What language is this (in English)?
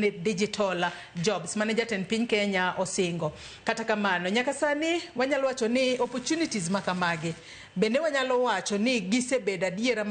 Luo (Kenya and Tanzania)